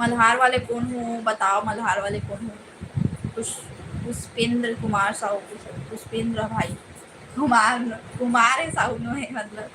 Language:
Chhattisgarhi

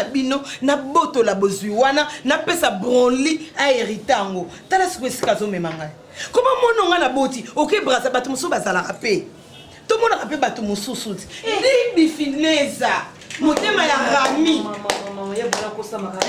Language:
Lingala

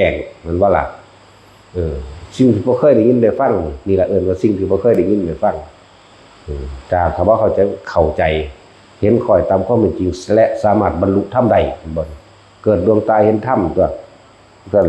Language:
Northeastern Thai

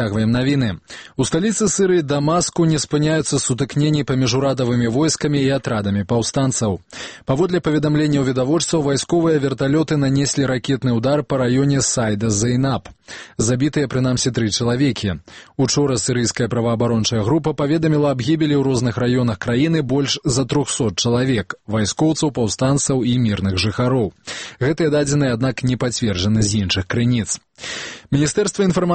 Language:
Belarusian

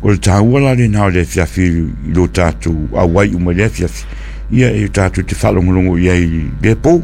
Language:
Samoan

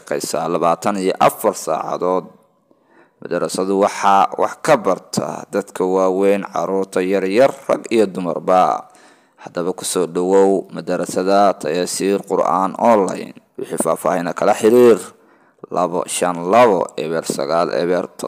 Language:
Somali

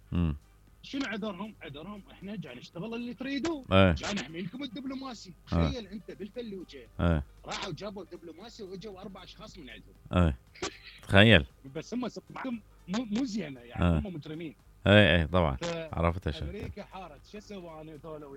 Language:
Mesopotamian Arabic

